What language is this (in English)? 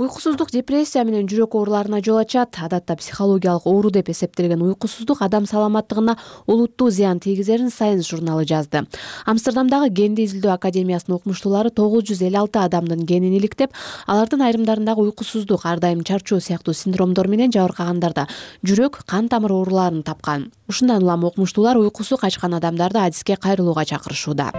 Kyrgyz